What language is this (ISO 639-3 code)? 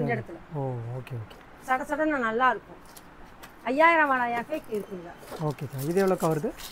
tam